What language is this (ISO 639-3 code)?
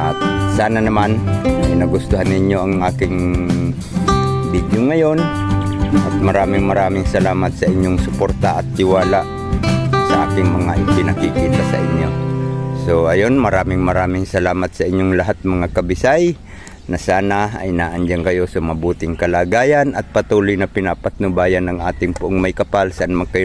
fil